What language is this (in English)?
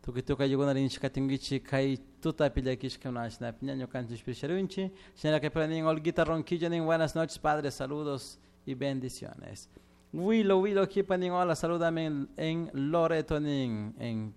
Chimborazo Highland Quichua